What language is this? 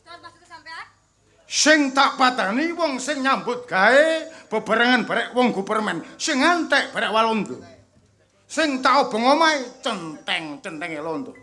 Javanese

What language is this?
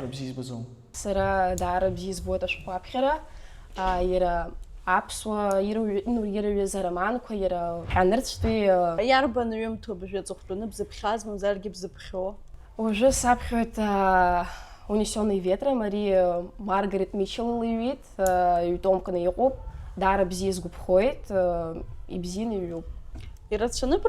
Abkhazian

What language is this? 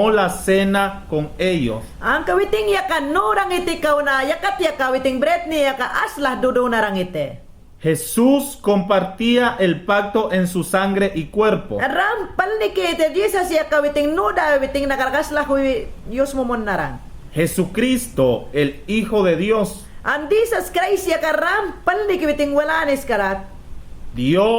Mayangna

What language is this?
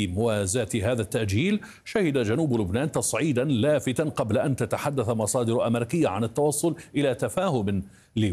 Arabic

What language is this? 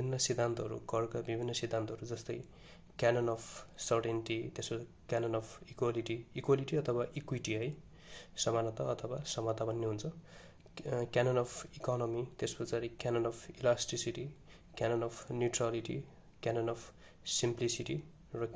Nepali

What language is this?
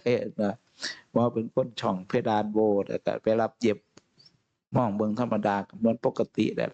Northeastern Thai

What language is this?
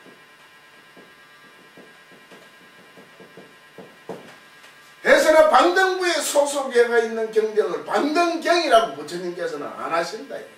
Korean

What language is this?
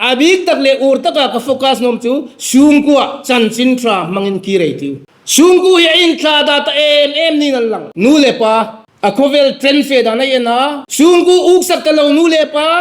Hmar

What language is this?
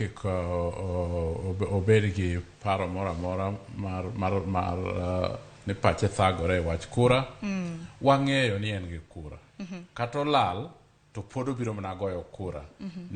Luo (Kenya and Tanzania)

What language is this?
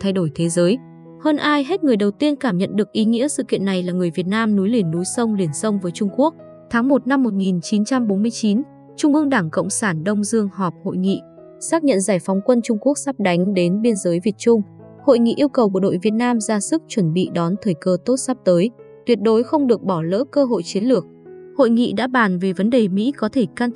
Vietnamese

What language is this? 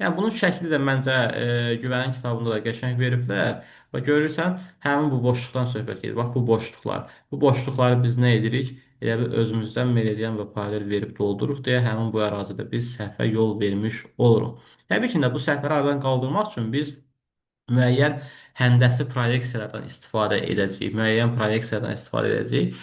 Azerbaijani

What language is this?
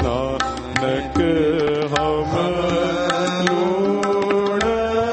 Punjabi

